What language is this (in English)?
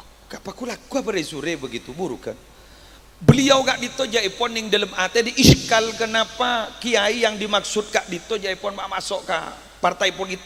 Madurese